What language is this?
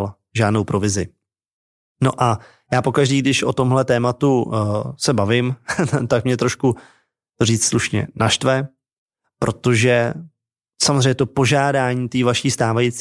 Czech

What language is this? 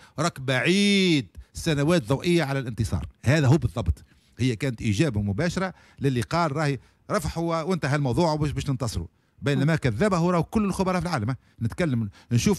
Tunisian Arabic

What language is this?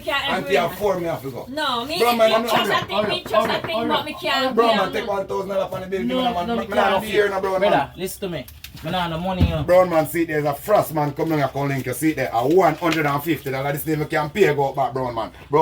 Jamaican Creole English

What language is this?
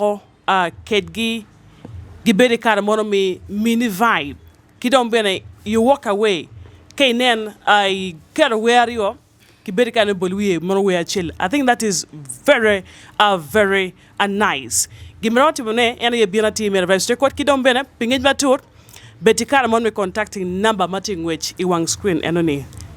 Acoli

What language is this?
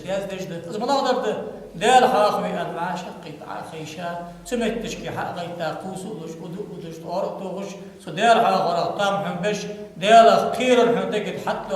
Ingush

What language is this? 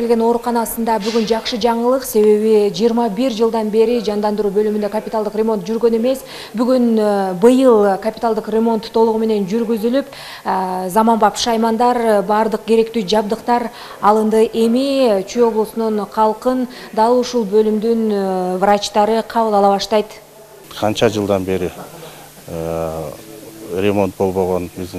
Kyrgyz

